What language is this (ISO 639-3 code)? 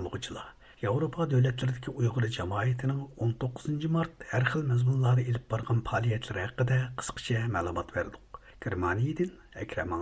uig